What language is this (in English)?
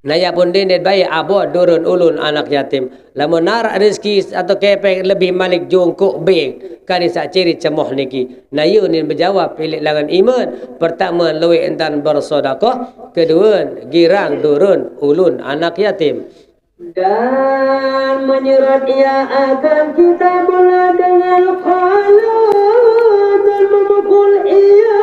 Sasak